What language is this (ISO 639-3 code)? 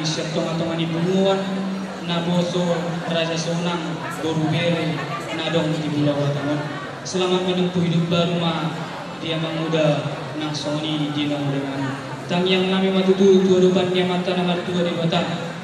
bbc